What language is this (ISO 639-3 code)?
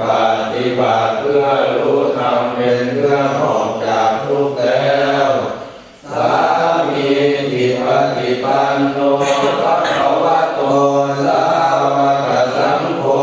pli